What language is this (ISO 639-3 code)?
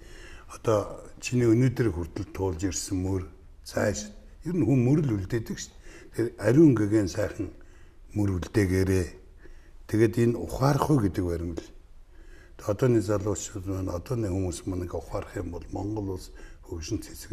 mon